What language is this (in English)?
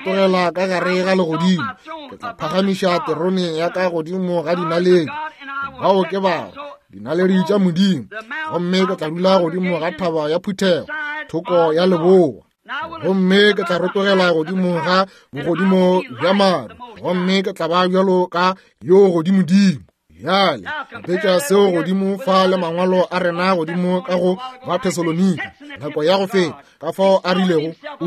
Northern Sotho